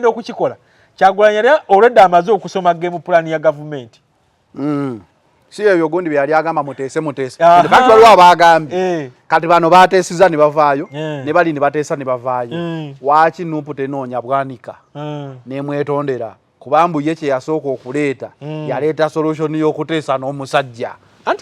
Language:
Ganda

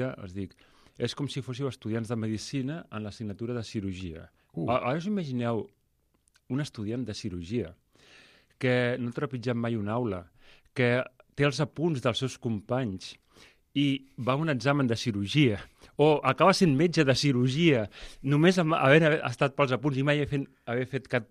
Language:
Catalan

